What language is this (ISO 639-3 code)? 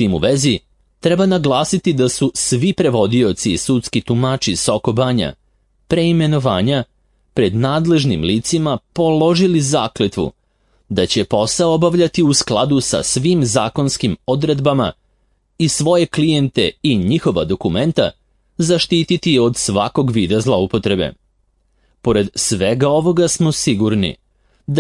srp